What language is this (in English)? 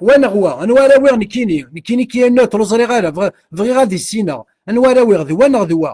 Kabyle